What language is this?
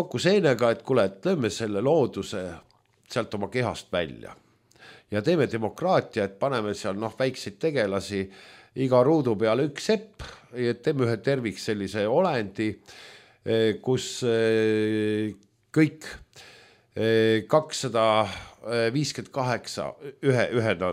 Estonian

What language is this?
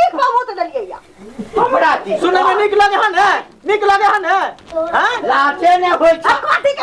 Maithili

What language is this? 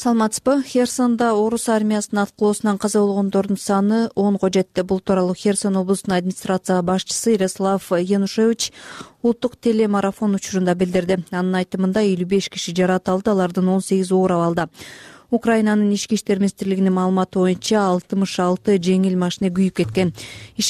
Kyrgyz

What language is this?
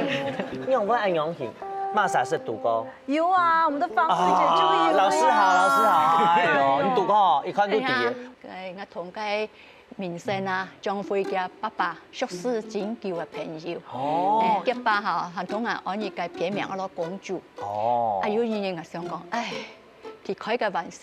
Hakka Chinese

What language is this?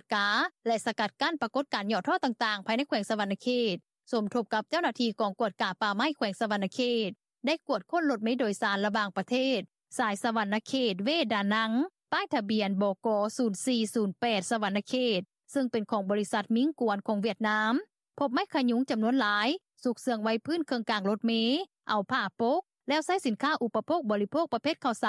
Lao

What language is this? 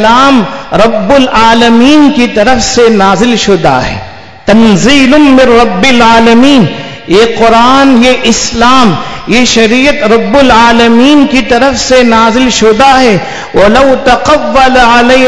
Urdu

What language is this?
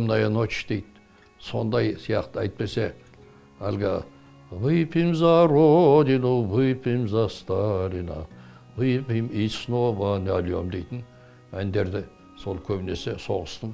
Kazakh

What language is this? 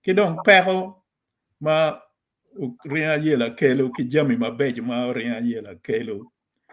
Acoli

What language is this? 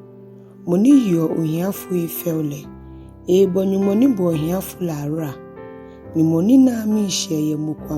Ga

